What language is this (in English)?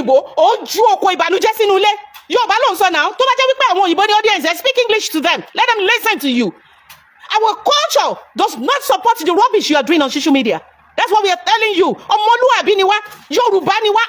Yoruba